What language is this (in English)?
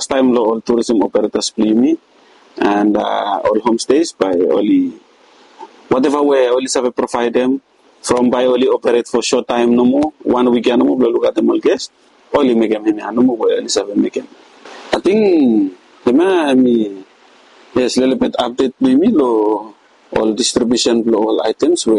Bislama